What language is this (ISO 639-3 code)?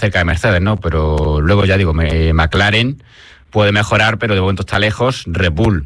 spa